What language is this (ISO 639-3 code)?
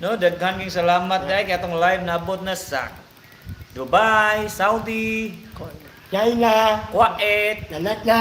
ceb